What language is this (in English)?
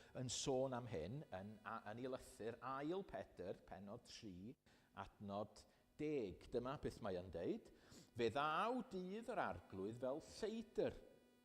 Welsh